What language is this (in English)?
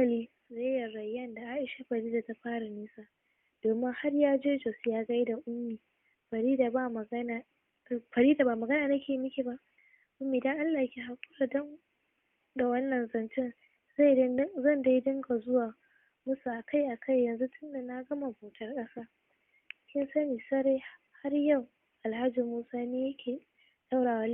Hausa